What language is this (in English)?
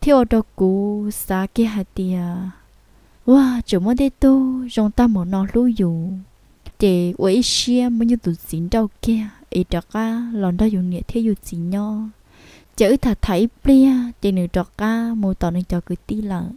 Hmong